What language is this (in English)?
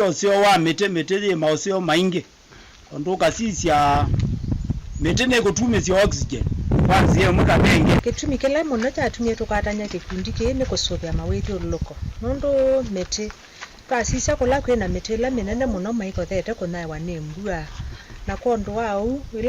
Kamba